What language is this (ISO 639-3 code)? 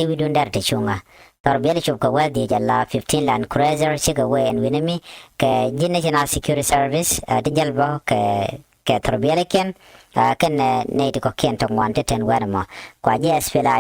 nus